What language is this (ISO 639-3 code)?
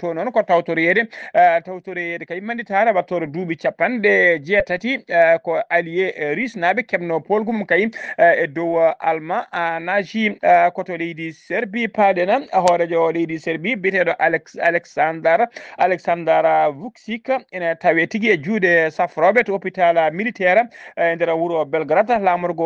ful